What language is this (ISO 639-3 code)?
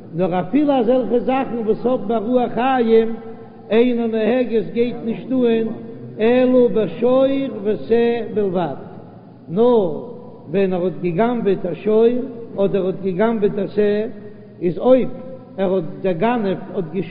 yid